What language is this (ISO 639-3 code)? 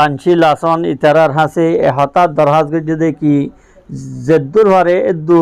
rhg